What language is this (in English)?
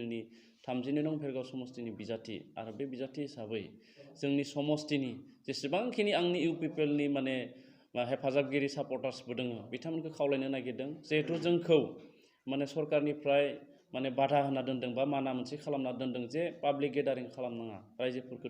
Bodo